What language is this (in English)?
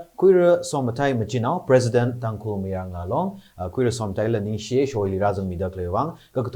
Tangkhul Naga (India)